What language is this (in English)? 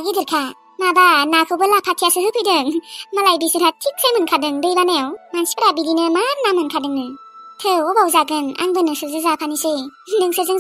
Bodo